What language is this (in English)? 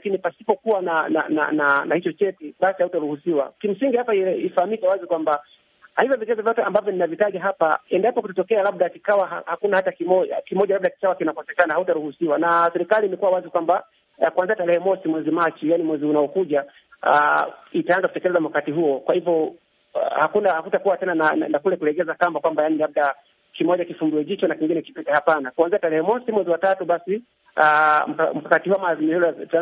Swahili